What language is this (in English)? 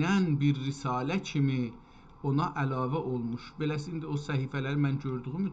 South Azerbaijani